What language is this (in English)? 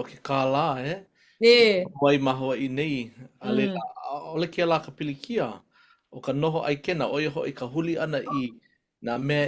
Hawaiian